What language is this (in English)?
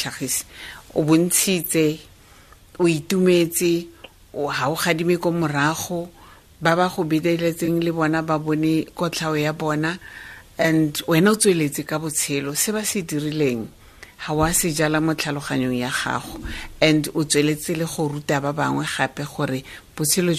Tswana